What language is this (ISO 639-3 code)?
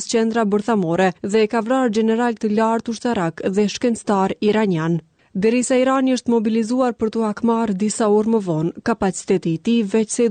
sqi